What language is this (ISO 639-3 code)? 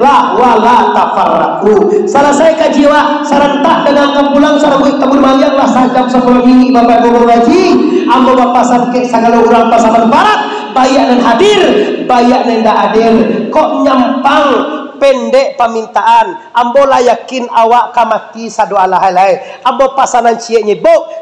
min